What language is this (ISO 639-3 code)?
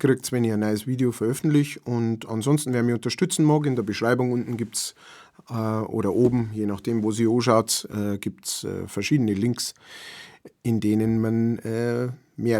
bar